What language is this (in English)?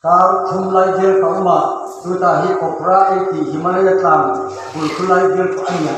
Hmar